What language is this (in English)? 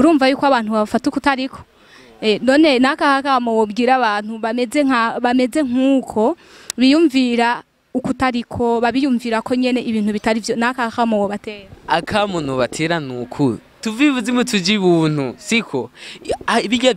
Rundi